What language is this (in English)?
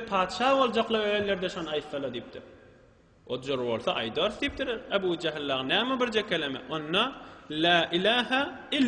Turkmen